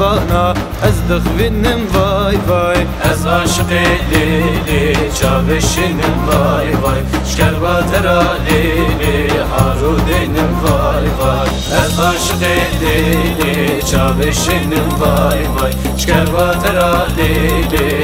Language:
Zaza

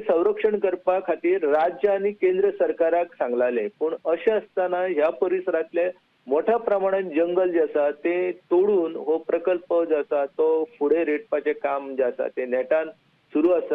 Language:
Konkani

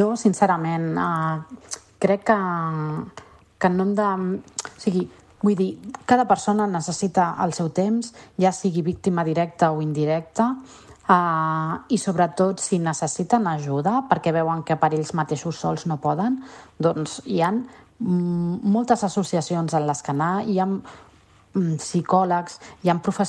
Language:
Catalan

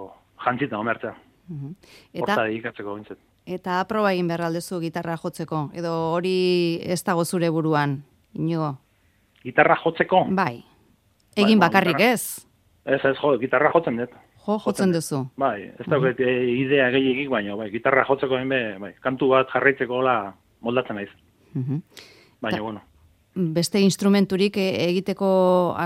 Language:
Basque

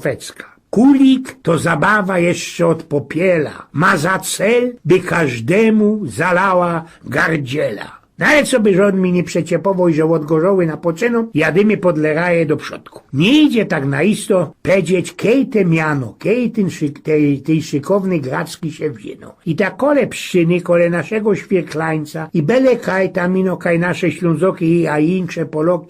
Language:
Silesian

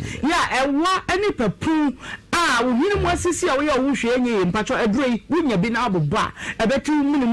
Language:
Akan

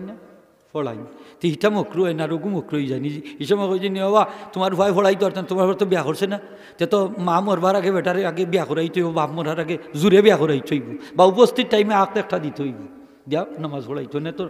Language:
Sylheti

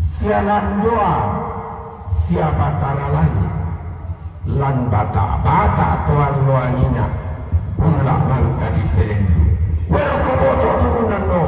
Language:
Toraja-Sa'dan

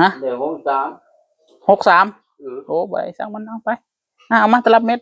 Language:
Northeastern Thai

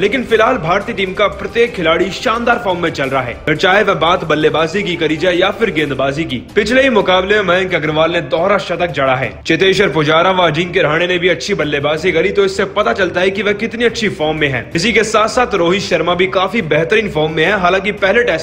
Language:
Hindi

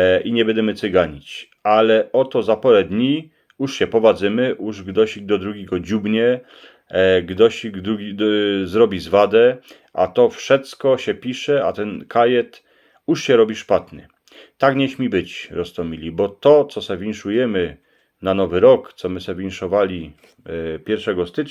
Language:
Silesian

